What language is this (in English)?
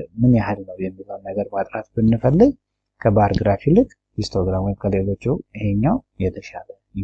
Amharic